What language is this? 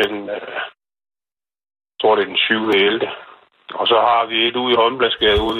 Danish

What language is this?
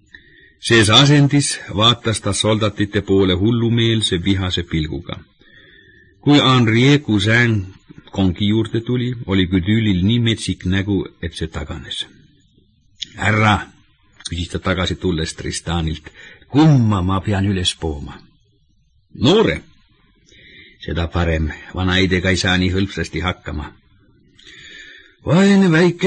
Estonian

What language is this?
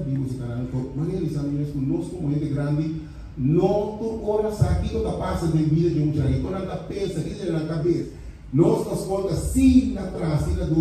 Papiamento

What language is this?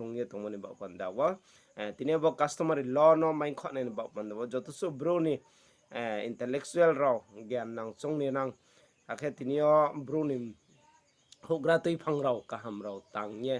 Riang (India)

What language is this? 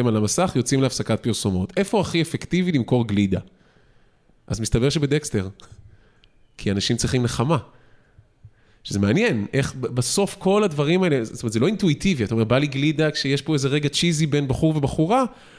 Hebrew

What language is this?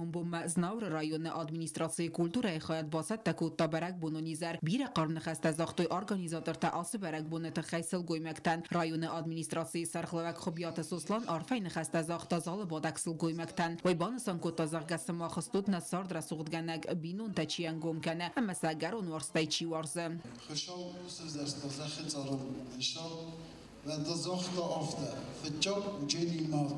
Ossetic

